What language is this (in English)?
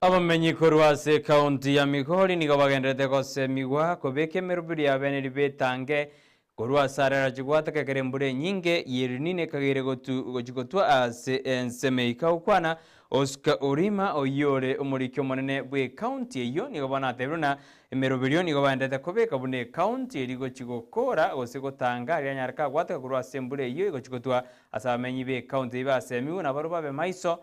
Gusii